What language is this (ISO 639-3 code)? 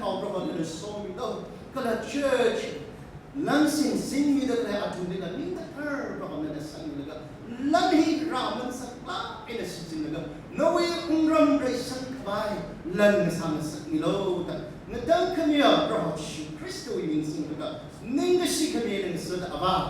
nmf